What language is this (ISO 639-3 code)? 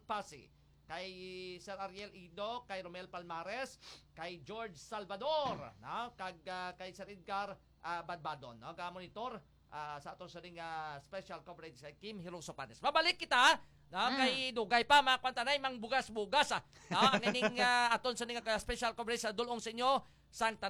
hil